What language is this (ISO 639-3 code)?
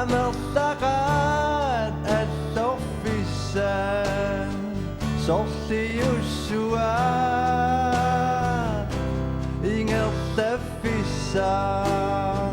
kal